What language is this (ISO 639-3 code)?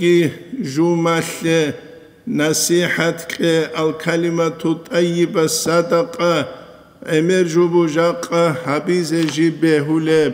ava